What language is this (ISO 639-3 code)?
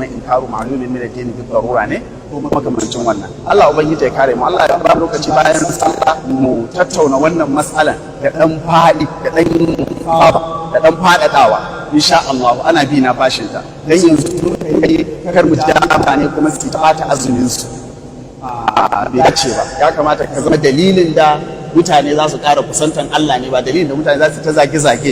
hau